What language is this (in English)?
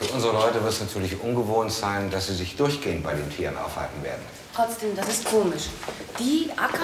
German